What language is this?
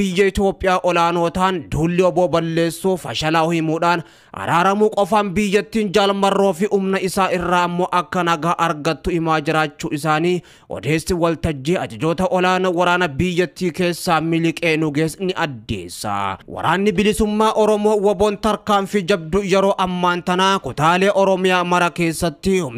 Oromo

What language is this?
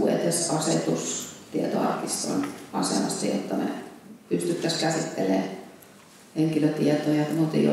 Finnish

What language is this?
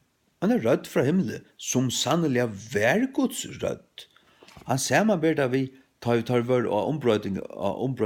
Faroese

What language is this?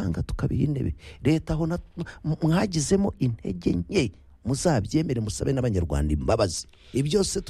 Kinyarwanda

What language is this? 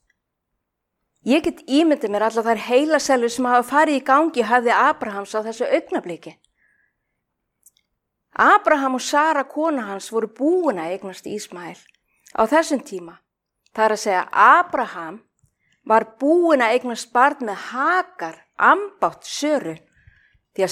Icelandic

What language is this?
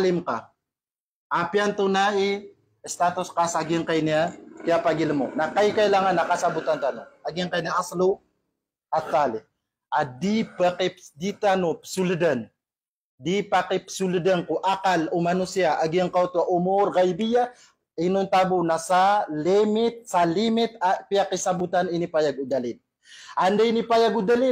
Maranao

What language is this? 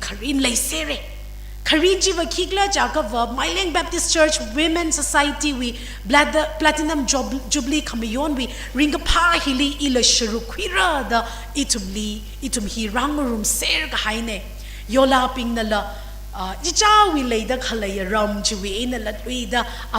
Tangkhul Naga (India)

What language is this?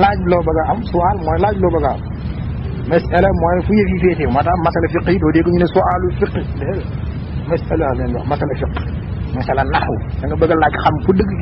Wolof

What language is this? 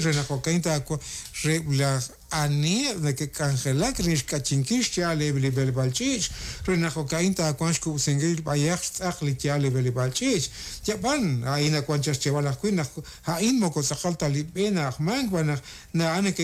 Kekchí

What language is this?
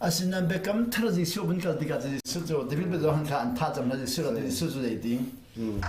Hakha Chin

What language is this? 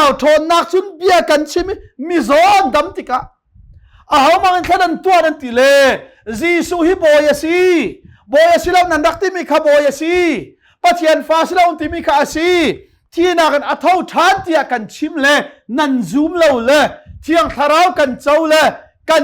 Hakha Chin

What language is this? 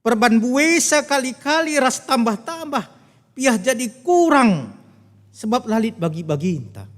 Batak Karo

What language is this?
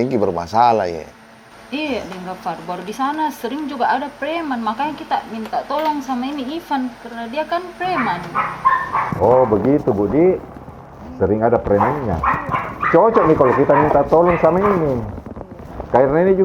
Makassar Malay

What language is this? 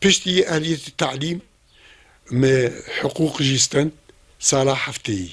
Kurdish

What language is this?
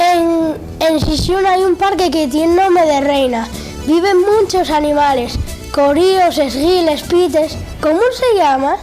Asturian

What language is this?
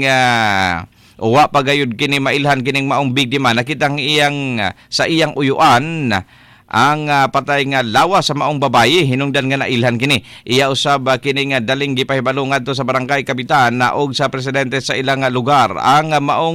Cebuano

